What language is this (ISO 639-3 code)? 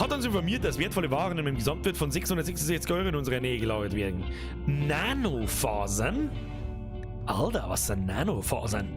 bar